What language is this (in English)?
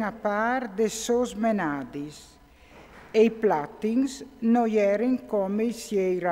Friulian